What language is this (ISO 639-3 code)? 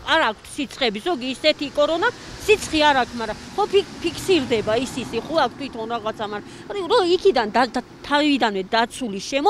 kat